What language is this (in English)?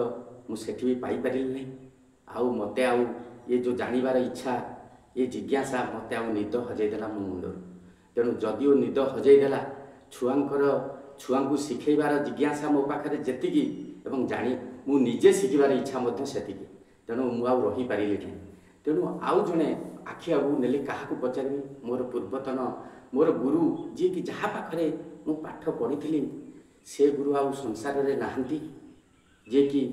Odia